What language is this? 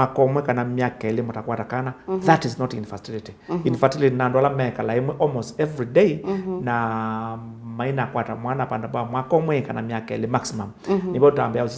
Kamba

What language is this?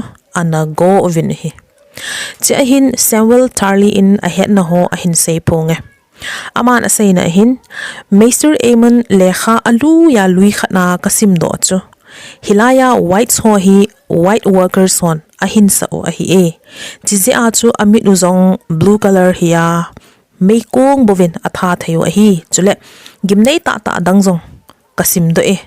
Thado Chin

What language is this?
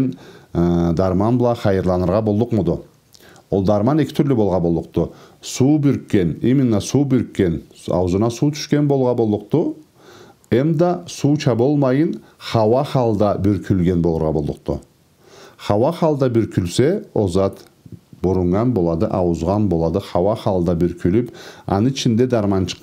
Karachay-Balkar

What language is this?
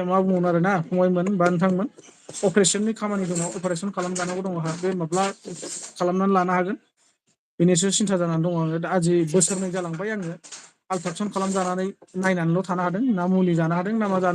Bodo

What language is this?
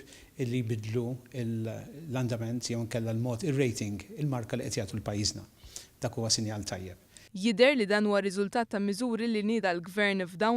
Maltese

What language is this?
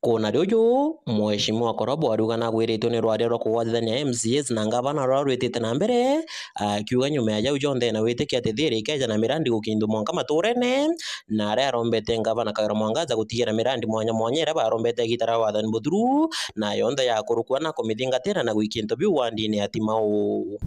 Meru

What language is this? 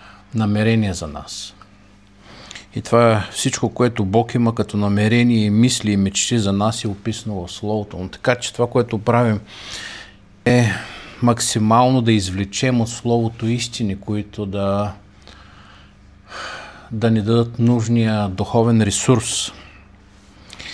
Bulgarian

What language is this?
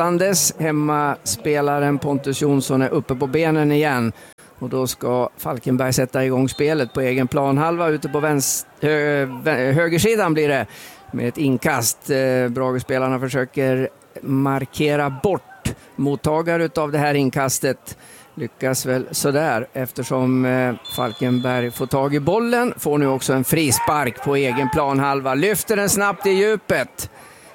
Swedish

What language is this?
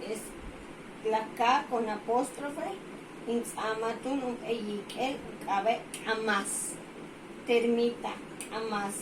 Yucateco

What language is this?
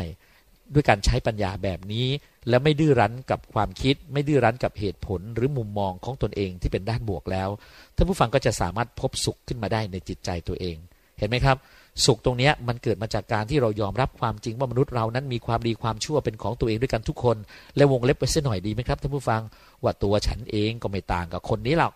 Thai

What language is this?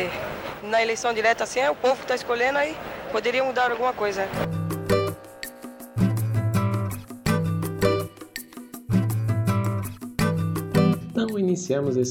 Portuguese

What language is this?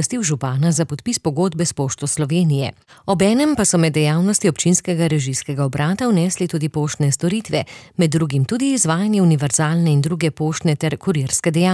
Slovenian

